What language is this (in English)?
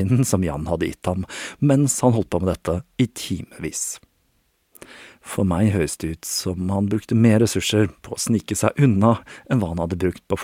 Norwegian